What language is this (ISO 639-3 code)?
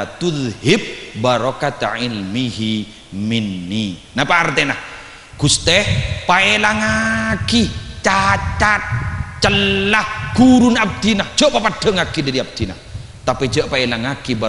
mad